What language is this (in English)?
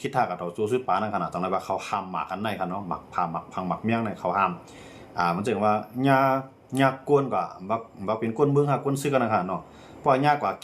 Shan